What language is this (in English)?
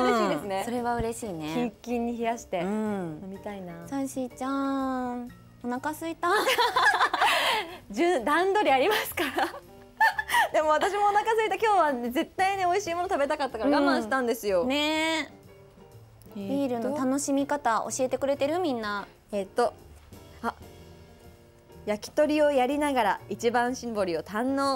Japanese